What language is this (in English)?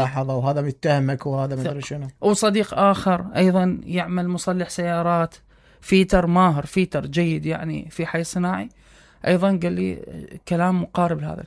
Mesopotamian Arabic